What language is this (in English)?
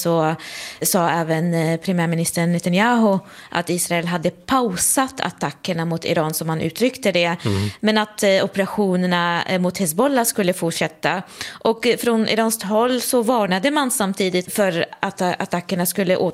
Swedish